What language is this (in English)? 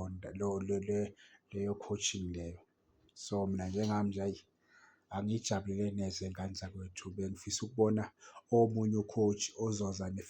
Zulu